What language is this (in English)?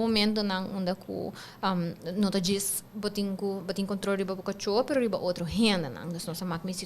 Papiamento